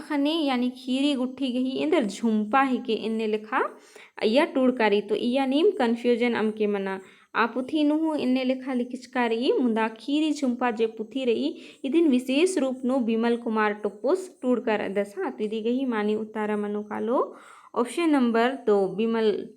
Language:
Kurukh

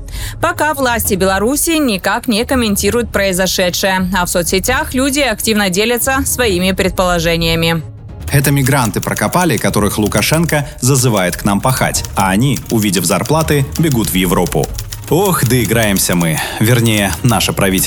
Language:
Russian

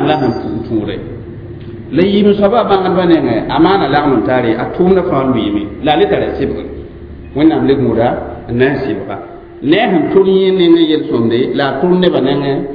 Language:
Mossi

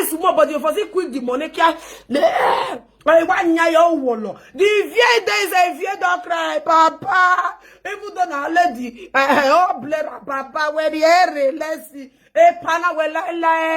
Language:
Nigerian Pidgin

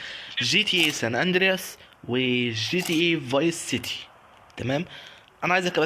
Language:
Egyptian Arabic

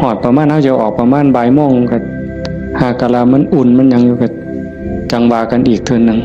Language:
Northeastern Thai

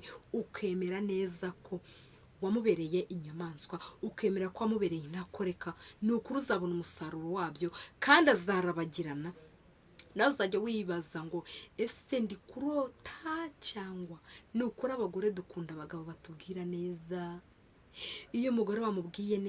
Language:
Kinyarwanda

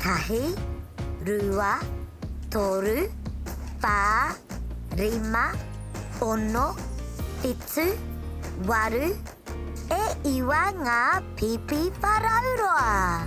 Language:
Māori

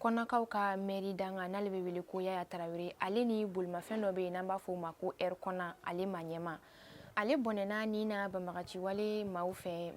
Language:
Bambara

